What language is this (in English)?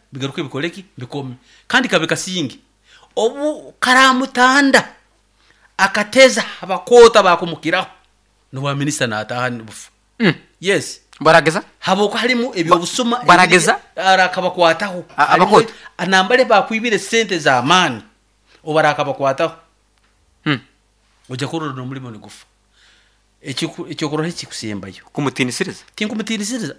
Nyoro